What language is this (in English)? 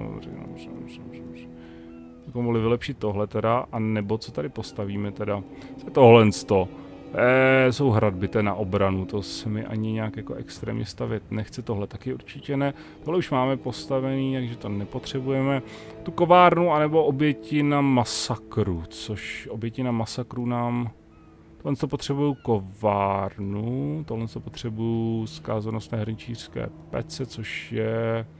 Czech